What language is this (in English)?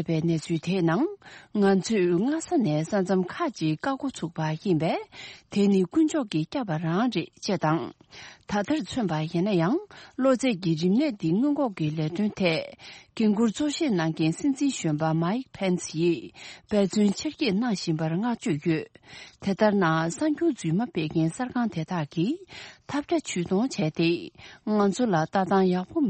Tibetan